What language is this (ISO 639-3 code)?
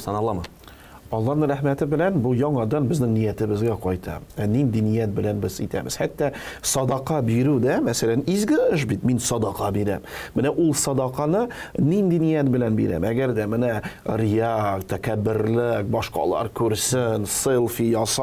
tat